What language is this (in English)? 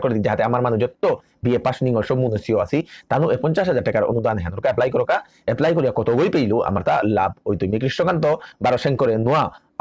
Bishnupriya